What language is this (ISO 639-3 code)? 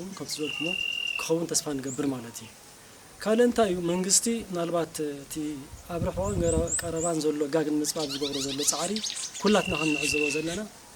tir